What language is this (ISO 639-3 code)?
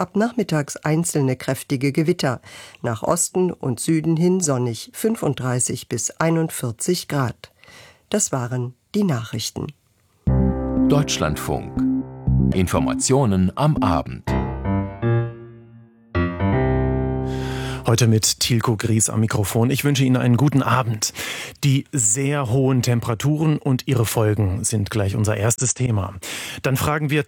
deu